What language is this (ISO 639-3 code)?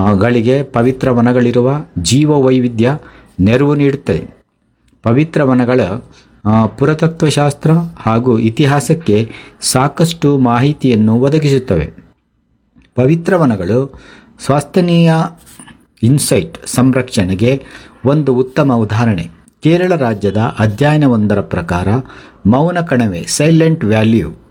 kan